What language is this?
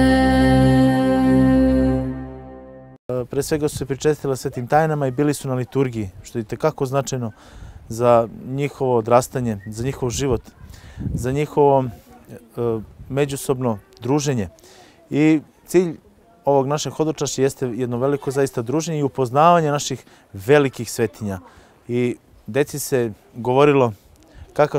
Serbian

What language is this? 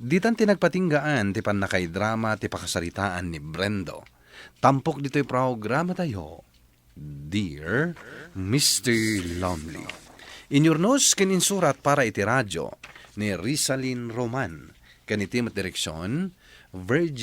Iloko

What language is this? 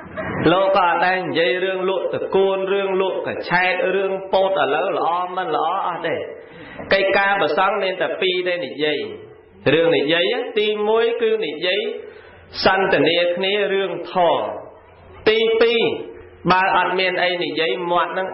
Khmer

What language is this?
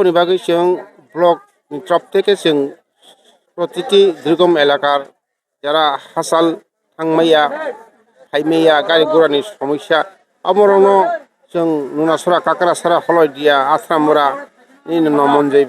Kok Borok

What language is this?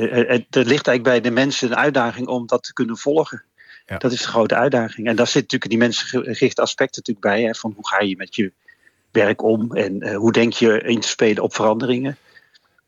Dutch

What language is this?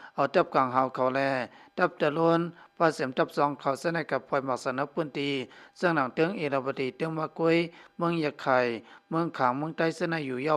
Shan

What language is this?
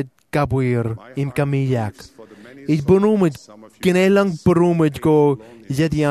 Marshallese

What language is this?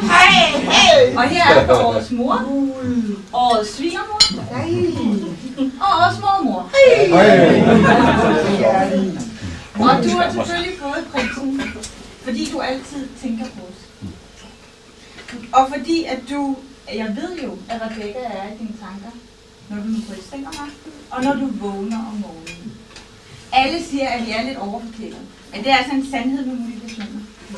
Danish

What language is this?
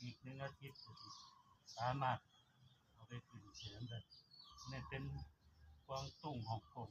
Northeastern Thai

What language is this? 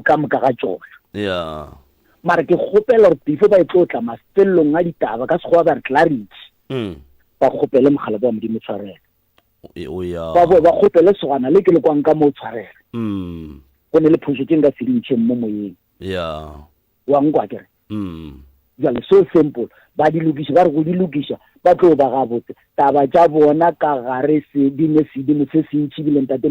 Northern Sotho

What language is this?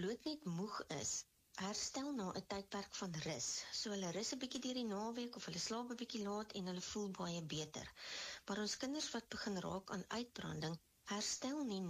Afrikaans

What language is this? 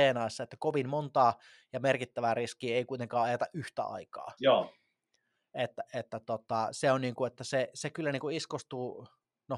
Finnish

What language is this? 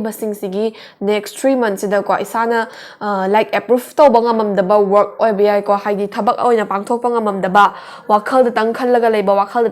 Manipuri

